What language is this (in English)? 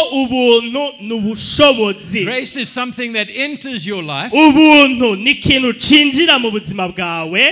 Rundi